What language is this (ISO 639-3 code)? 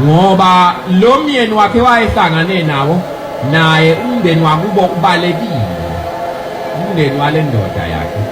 zul